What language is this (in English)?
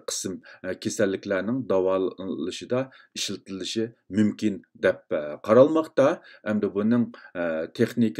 Uyghur